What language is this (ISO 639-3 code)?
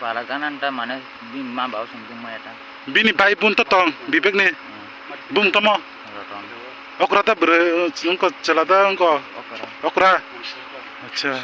trp